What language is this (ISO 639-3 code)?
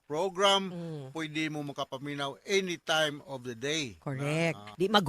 ceb